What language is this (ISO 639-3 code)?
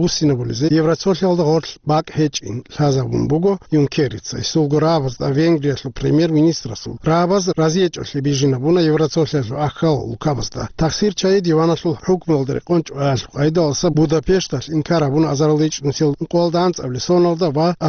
ava